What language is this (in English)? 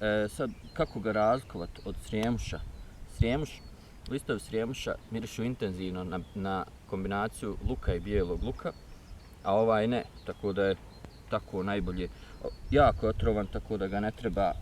Bosnian